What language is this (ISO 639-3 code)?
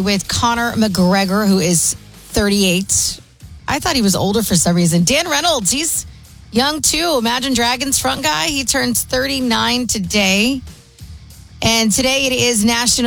eng